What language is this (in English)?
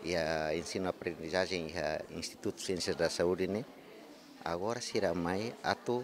Tetum